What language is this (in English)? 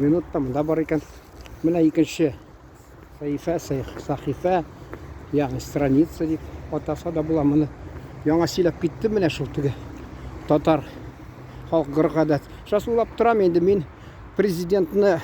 Tatar